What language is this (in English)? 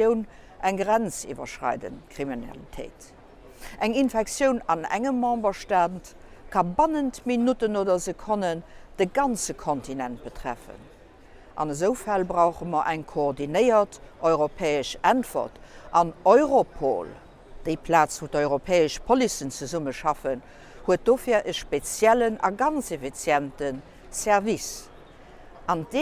Luxembourgish